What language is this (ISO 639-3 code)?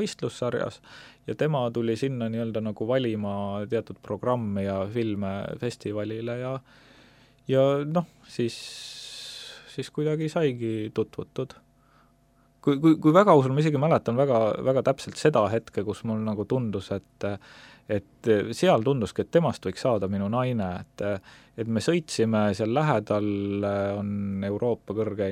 est